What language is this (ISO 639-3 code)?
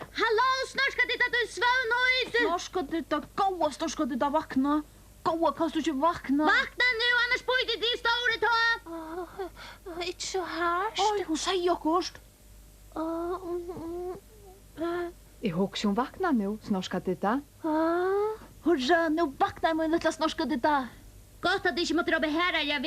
fao